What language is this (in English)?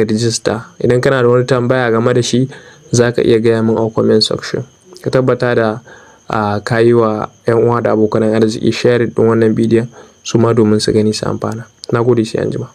Hausa